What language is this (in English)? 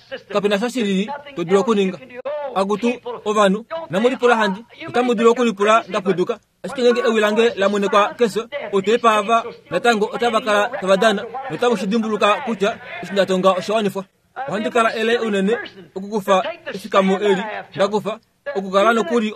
Kuanyama